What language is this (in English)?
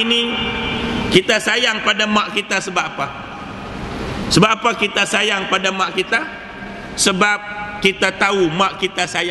Malay